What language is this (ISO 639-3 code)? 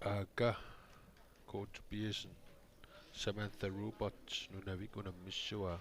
kal